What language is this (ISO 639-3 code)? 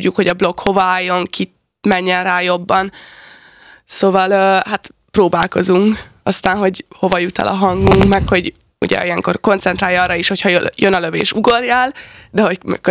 hun